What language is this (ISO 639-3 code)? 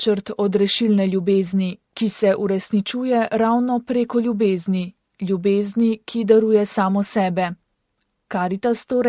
slv